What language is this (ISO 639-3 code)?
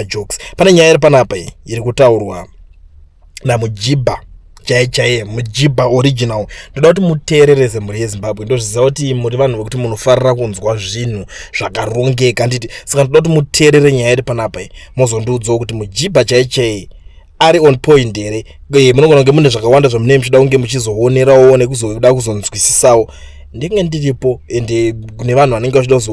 sna